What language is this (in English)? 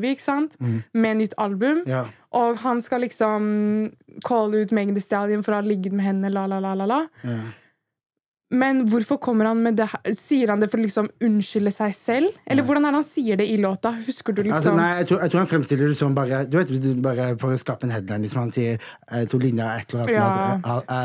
Norwegian